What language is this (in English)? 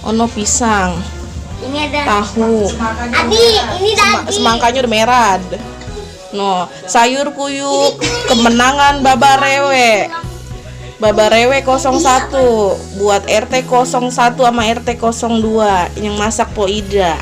Betawi